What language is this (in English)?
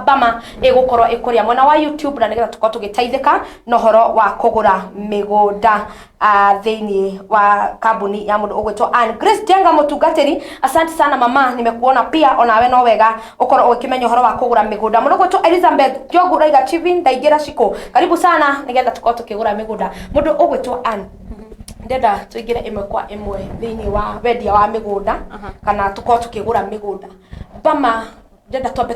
Kikuyu